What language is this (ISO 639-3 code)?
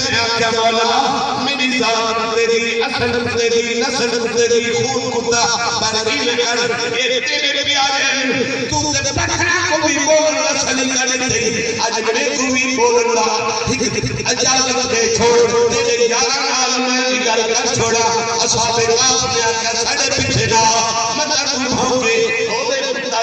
skr